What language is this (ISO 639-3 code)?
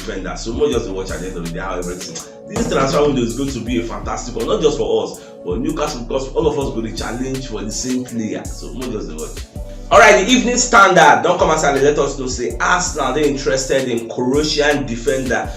pcm